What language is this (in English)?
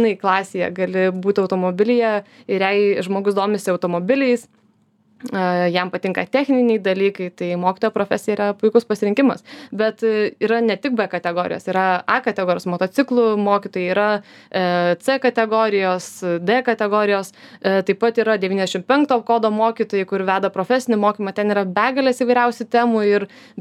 Lithuanian